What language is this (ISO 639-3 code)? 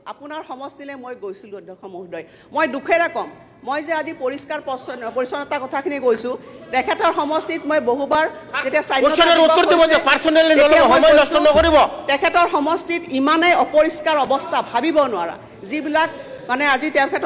asm